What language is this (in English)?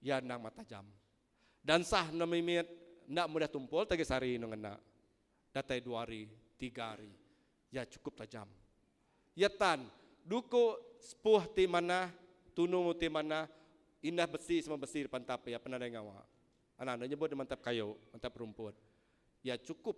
Iban